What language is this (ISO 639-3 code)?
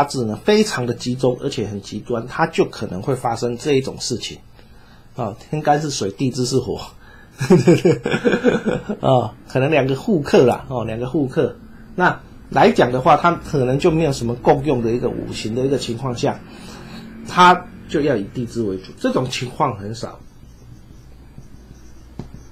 zho